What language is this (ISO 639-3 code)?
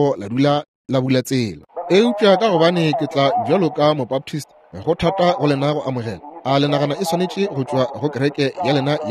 nso